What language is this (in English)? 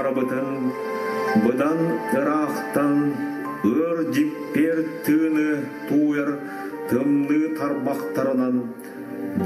Yakut